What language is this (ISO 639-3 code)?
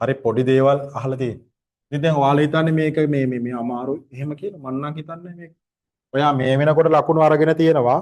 sin